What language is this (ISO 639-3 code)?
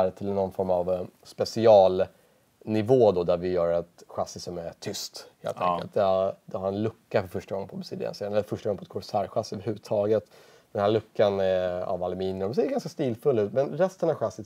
swe